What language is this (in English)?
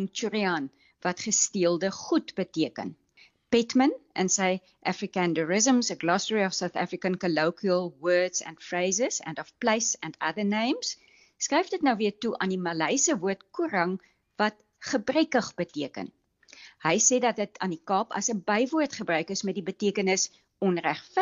Afrikaans